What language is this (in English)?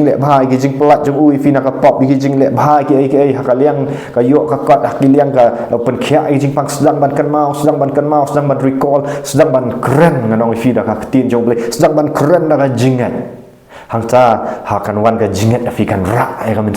Khasi